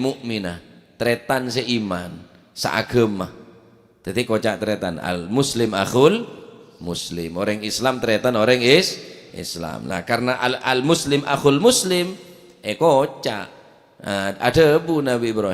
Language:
Madurese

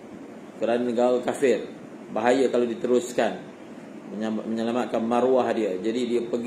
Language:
Malay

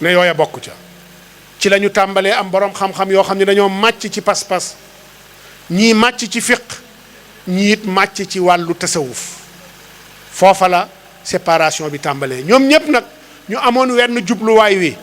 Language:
Wolof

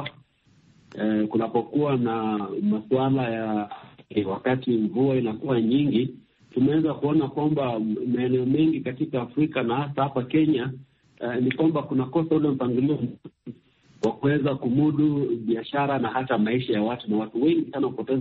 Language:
Swahili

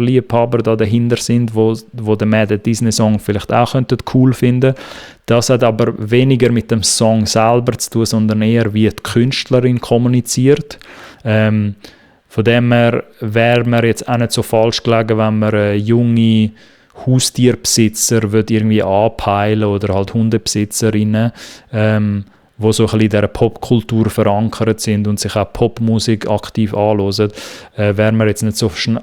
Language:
Swiss German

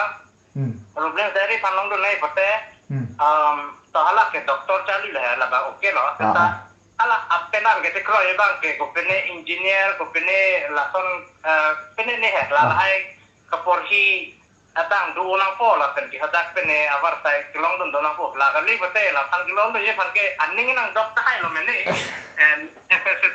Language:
Karbi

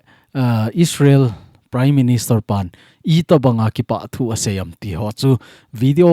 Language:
Thado Chin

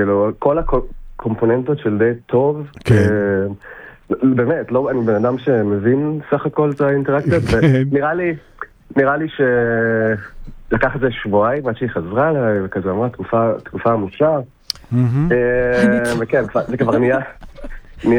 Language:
Hebrew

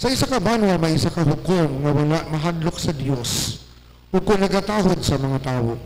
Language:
Hiligaynon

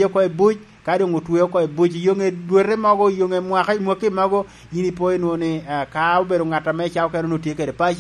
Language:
Lango (Uganda)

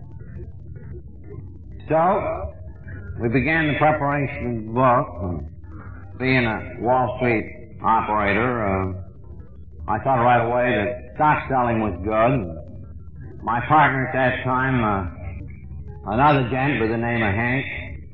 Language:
English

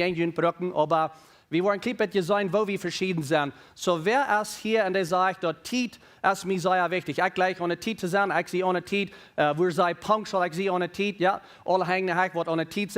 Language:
Plautdietsch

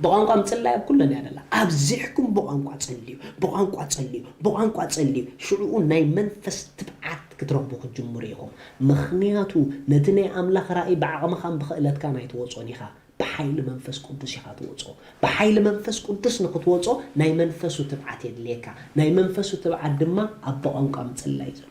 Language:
Tigrinya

